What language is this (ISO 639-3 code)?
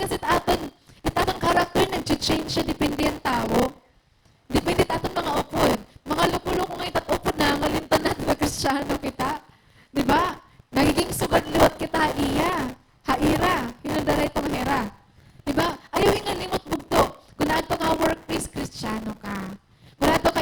war